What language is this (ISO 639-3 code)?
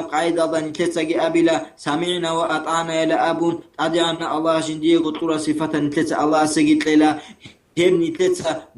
ava